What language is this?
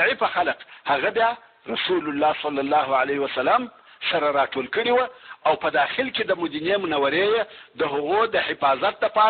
Pashto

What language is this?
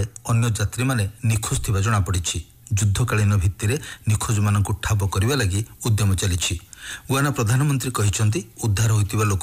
Odia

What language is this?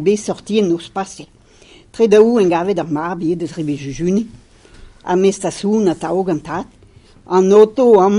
Breton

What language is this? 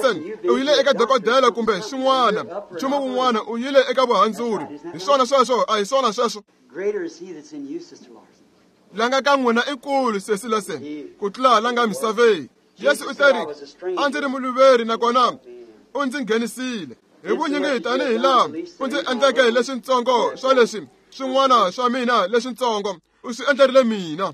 Tsonga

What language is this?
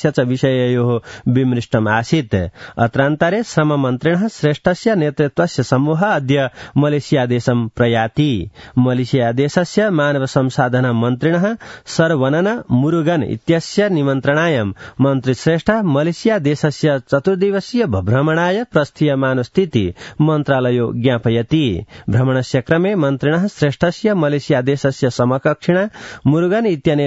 Sanskrit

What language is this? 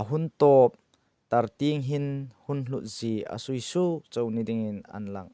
Hmar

